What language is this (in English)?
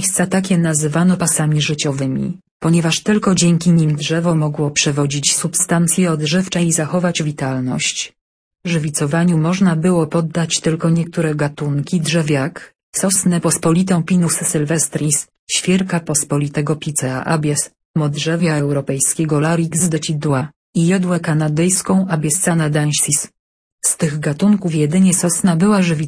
Polish